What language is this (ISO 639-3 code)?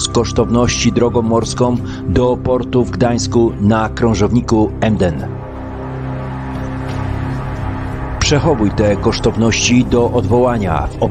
pol